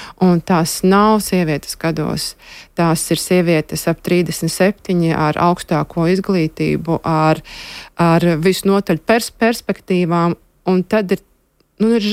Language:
Latvian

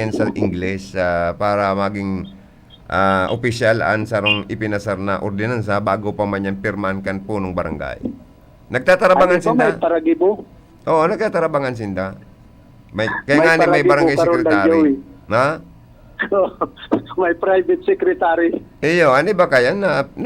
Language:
Bikol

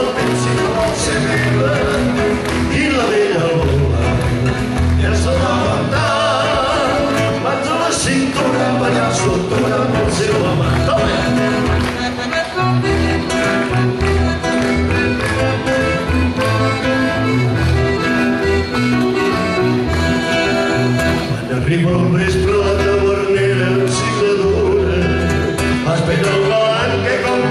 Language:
Catalan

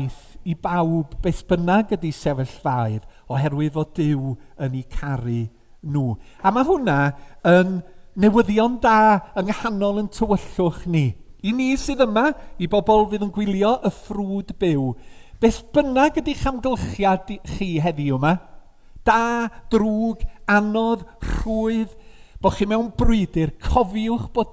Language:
Welsh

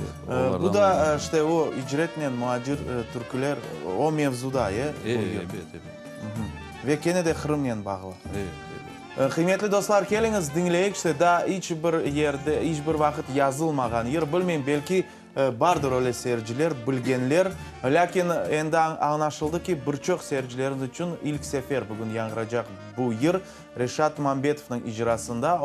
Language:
Crimean Tatar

